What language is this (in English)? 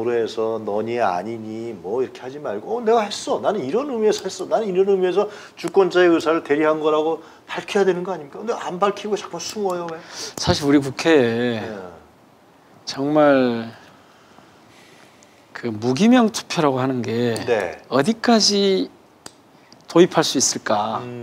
Korean